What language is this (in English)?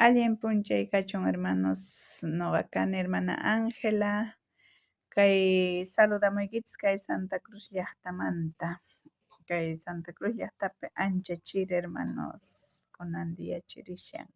South Bolivian Quechua